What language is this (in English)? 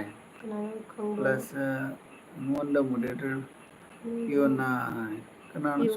Manipuri